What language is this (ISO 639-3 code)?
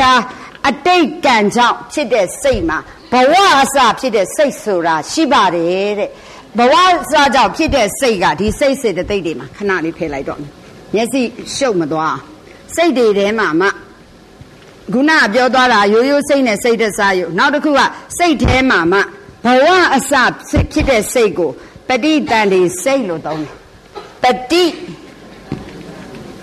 mya